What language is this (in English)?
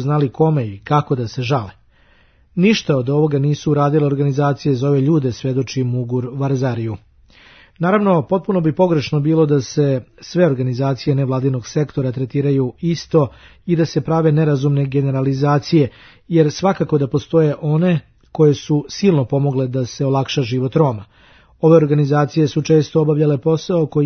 Serbian